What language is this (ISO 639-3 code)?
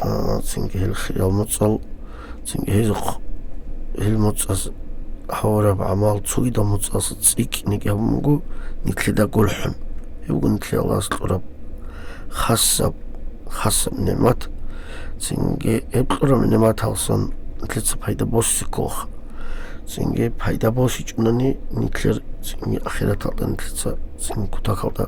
ava